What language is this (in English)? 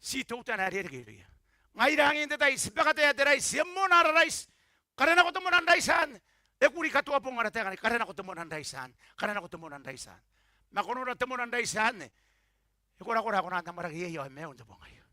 Gilbertese